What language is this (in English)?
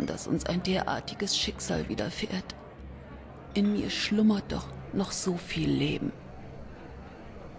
German